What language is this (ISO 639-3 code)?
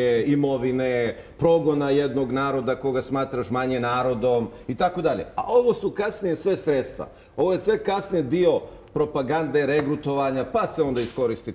srp